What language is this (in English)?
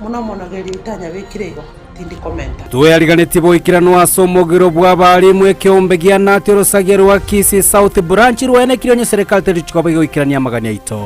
Gusii